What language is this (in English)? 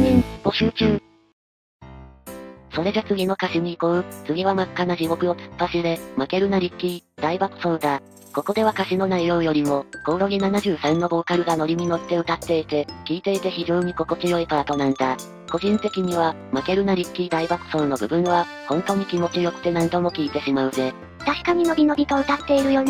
Japanese